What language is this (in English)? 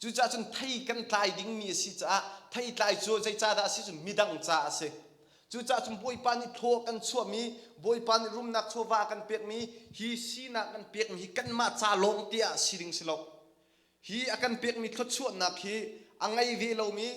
Hakha Chin